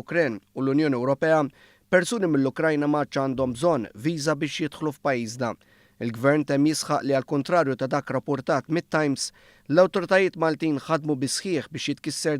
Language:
Maltese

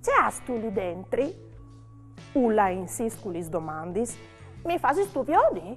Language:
Friulian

